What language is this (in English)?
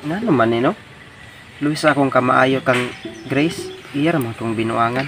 Cebuano